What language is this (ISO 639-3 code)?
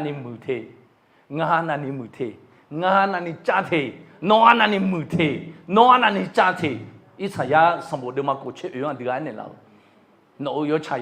ahk